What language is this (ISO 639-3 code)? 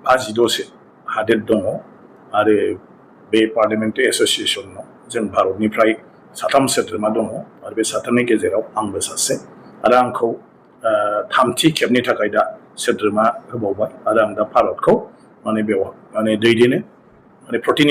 brx